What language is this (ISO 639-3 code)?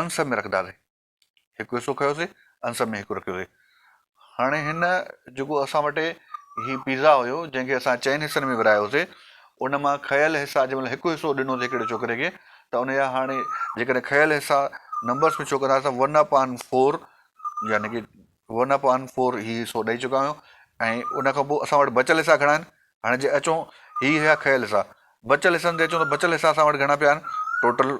snd